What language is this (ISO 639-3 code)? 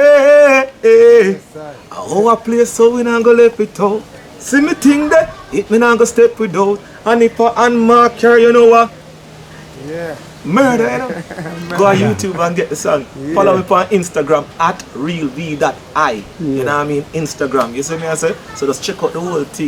jam